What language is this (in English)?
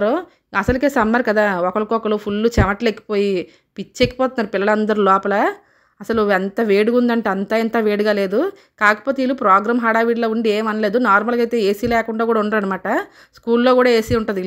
Telugu